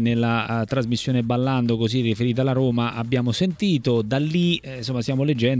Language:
Italian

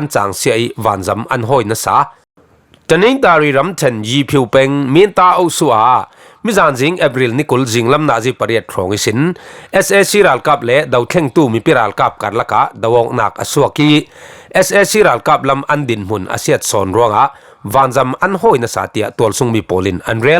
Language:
Falam Chin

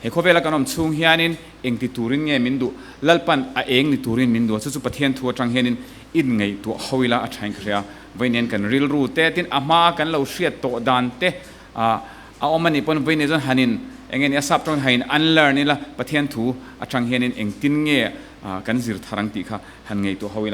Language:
Mizo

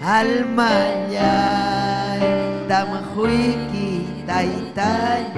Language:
Ayacucho Quechua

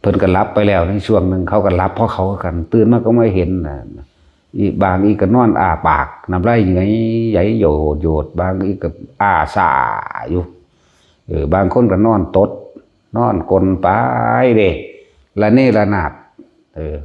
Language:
Lao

